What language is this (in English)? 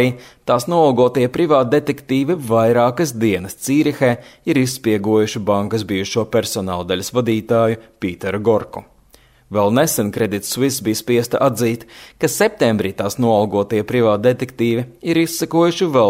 Latvian